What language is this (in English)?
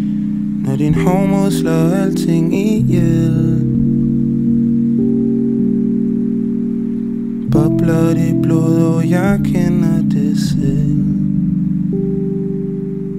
Danish